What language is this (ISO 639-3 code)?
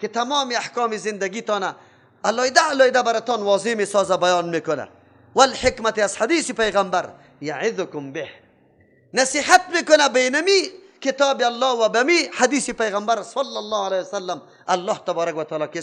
fas